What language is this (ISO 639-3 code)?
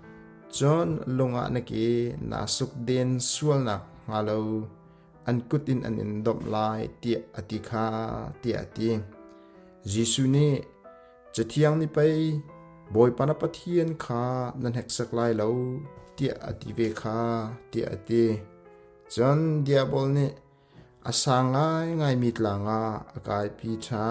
cnh